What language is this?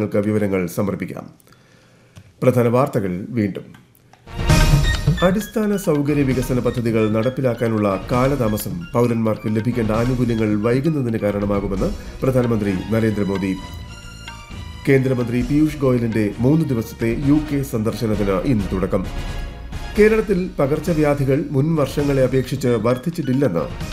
Malayalam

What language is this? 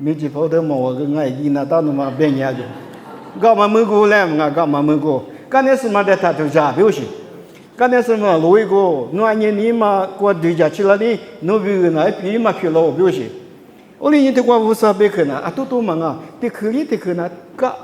Lisu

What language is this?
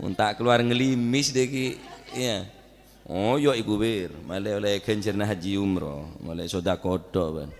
Madurese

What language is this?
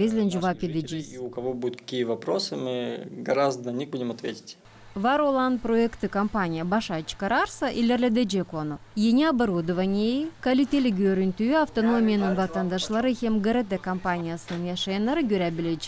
Gagauz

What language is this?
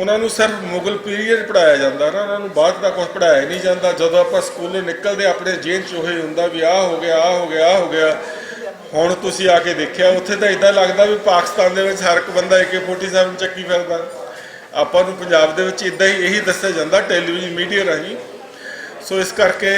Western Panjabi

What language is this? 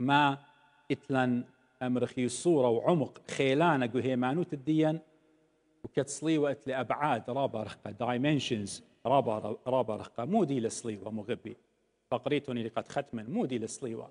Assyrian Neo-Aramaic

